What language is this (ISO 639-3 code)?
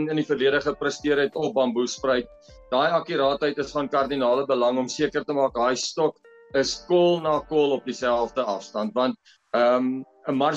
afr